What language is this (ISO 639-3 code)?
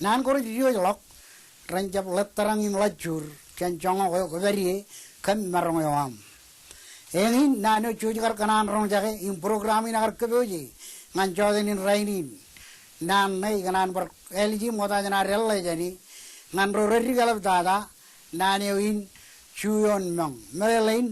mah